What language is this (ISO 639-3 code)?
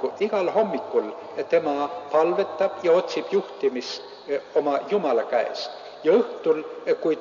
est